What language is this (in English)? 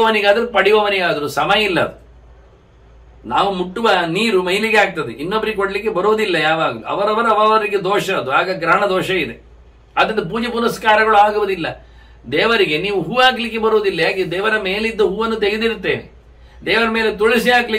Kannada